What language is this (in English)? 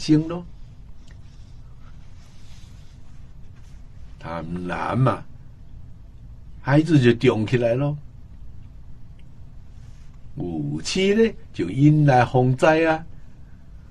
Chinese